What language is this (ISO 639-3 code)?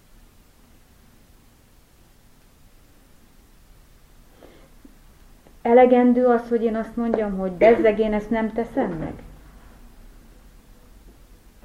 hun